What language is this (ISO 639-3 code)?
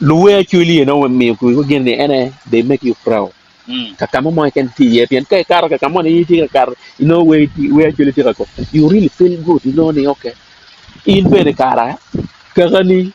ach